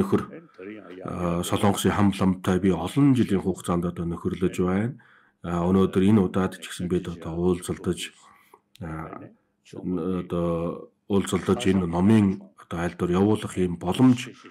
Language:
Mongolian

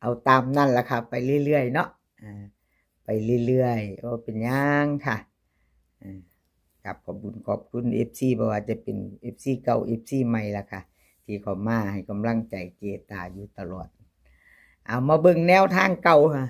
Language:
Northeastern Thai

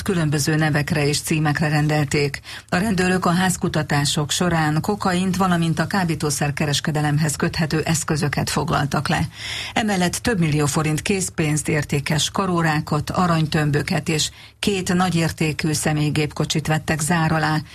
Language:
Hungarian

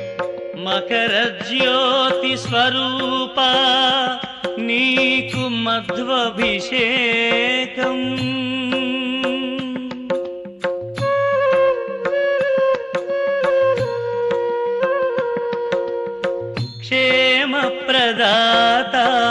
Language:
Telugu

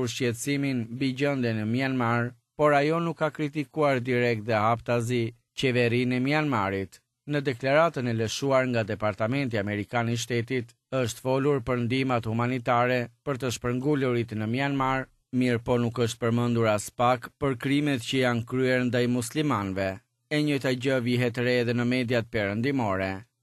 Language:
Albanian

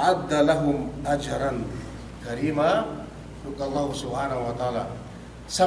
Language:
Yakan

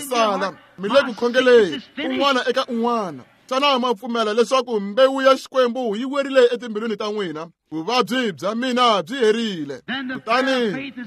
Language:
Tsonga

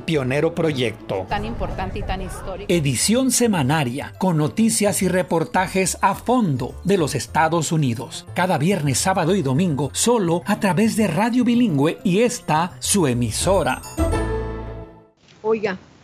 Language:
Spanish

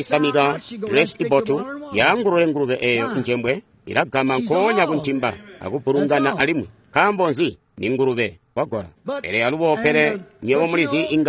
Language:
Tonga (Zambia)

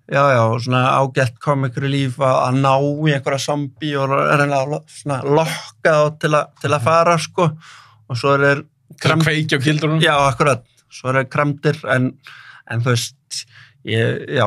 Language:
Icelandic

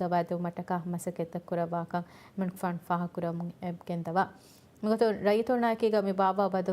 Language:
Divehi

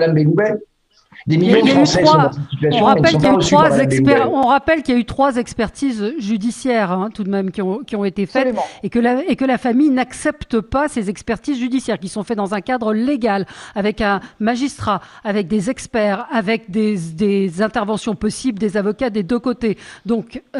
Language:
French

